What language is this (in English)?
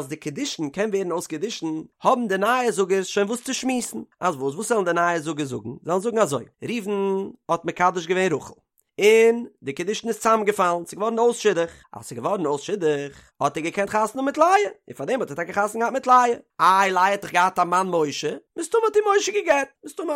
Yiddish